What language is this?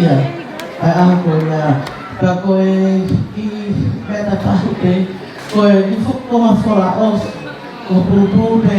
Tongan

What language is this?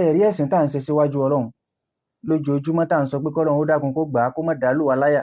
Yoruba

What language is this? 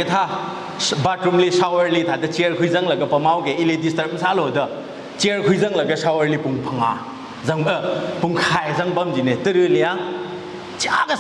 Tangkhul Naga (India)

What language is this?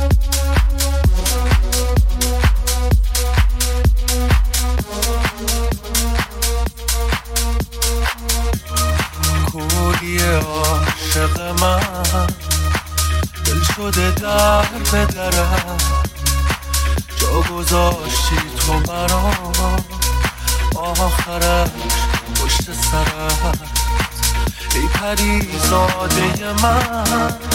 Persian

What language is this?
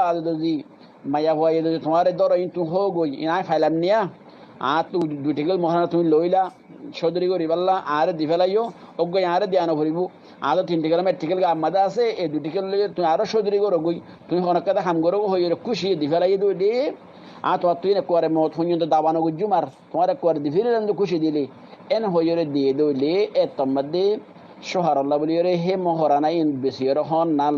Rohingya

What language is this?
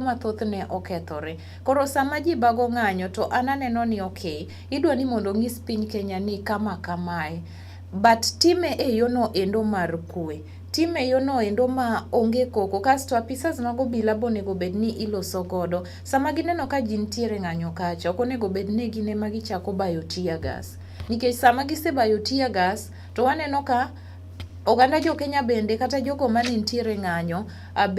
Luo (Kenya and Tanzania)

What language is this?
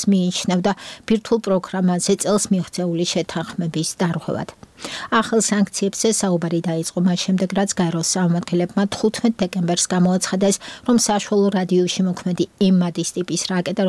Georgian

